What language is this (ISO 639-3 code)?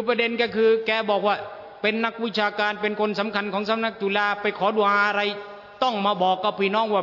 tha